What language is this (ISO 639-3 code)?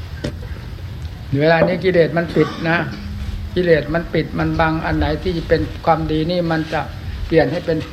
tha